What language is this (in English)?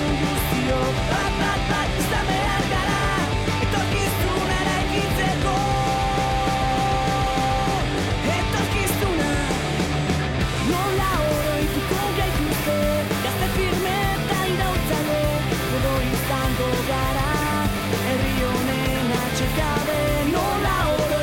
Basque